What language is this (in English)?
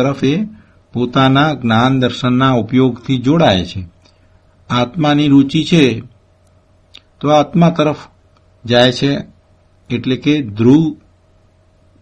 Gujarati